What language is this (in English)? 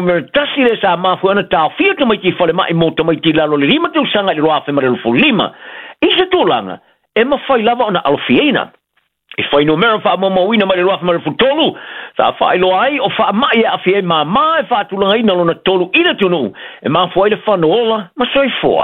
Samoan